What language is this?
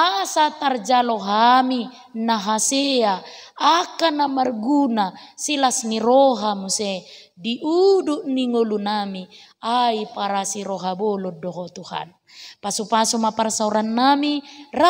Batak Toba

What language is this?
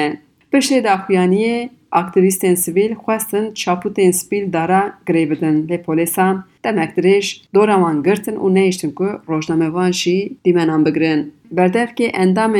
Kurdish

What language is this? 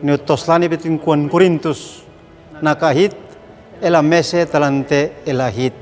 Uab Meto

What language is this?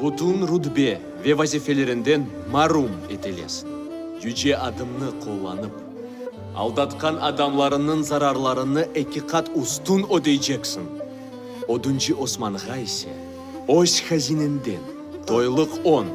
Crimean Tatar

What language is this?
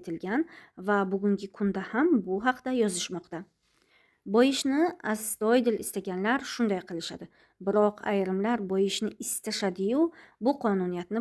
Uzbek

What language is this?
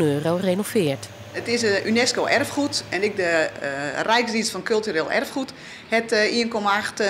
Western Frisian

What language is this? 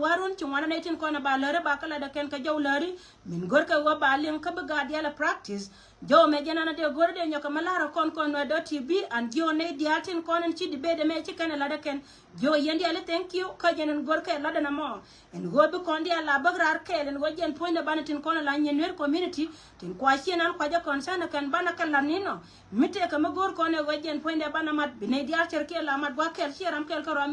Nuer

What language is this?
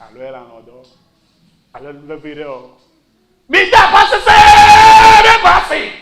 Ewe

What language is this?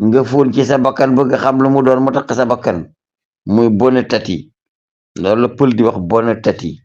Wolof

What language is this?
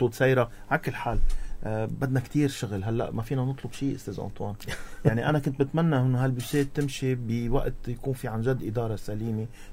North Levantine Arabic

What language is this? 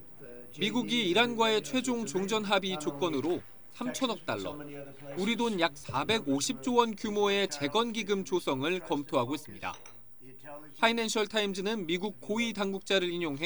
Korean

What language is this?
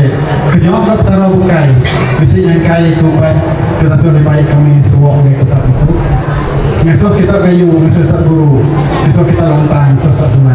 Iban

